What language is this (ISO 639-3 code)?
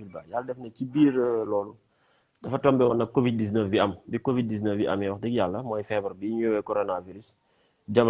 wol